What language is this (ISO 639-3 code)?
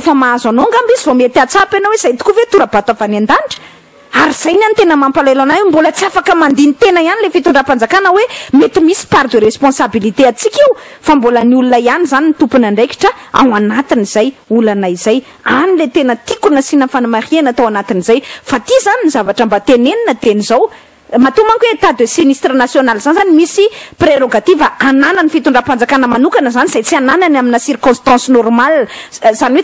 mlg